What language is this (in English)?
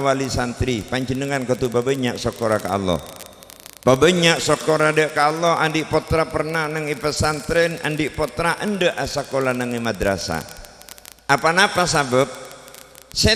Madurese